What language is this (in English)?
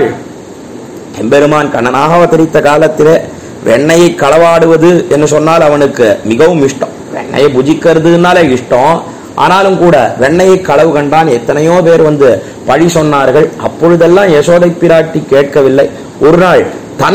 Tamil